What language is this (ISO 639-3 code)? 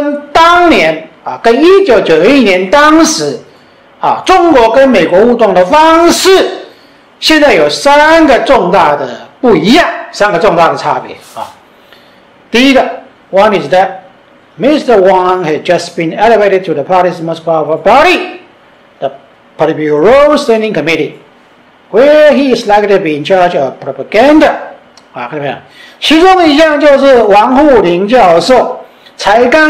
zho